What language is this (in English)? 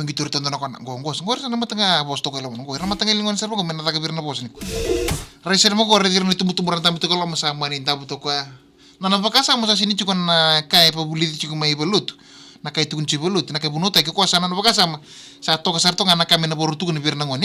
Fijian